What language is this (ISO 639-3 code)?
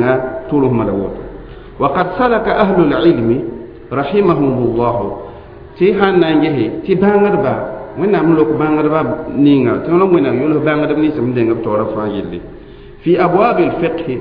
mos